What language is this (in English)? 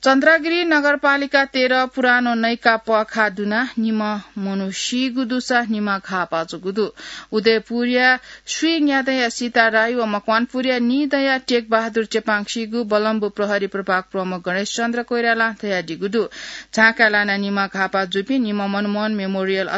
Newari